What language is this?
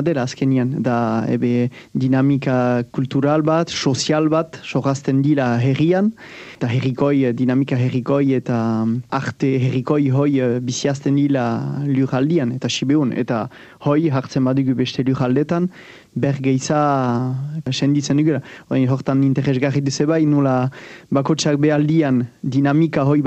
Basque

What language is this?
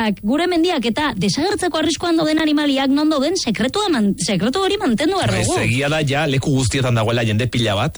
Basque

